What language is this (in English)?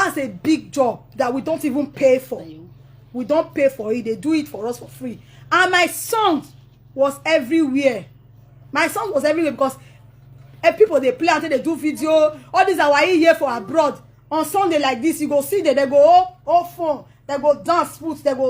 Nigerian Pidgin